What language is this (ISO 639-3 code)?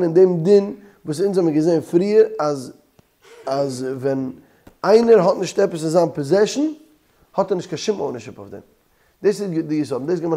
yid